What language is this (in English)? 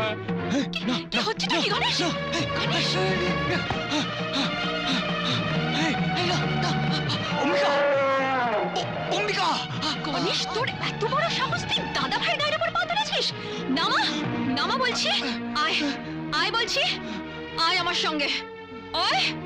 Bangla